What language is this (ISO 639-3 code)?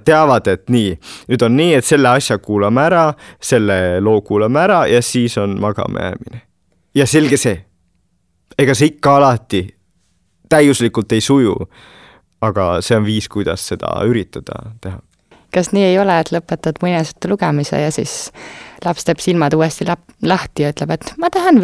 est